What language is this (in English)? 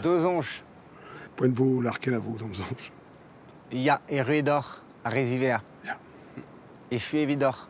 Breton